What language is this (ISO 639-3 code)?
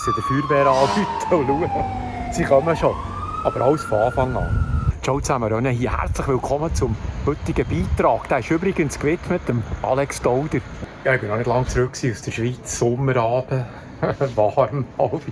gsw